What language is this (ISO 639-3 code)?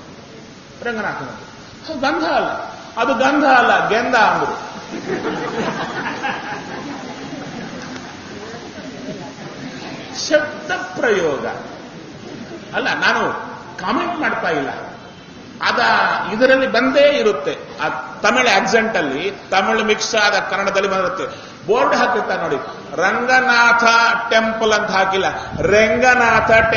kan